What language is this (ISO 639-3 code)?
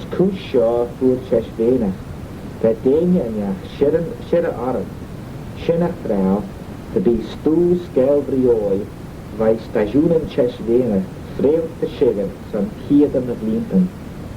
glv